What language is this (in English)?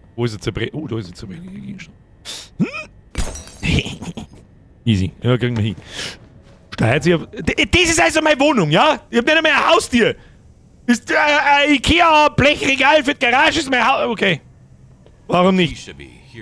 Bavarian